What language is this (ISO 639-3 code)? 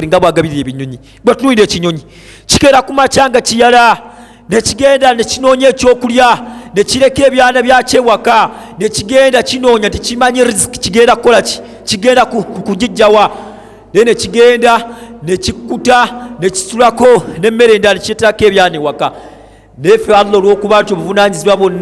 lug